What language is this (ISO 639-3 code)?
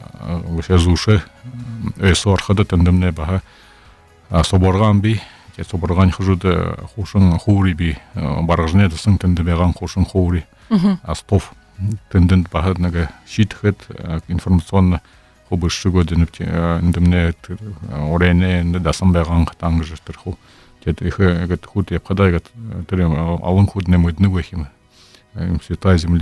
bua